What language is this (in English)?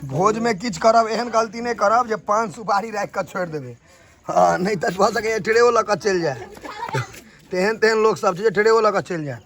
Maithili